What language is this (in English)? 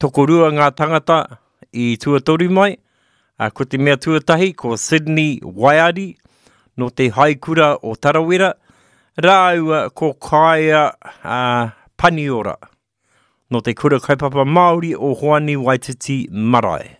Māori